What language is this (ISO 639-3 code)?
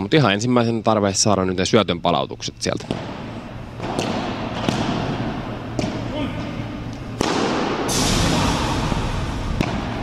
fin